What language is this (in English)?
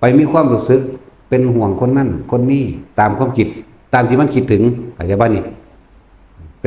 Lao